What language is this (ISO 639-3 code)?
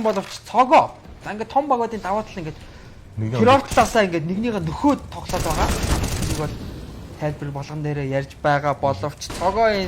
mon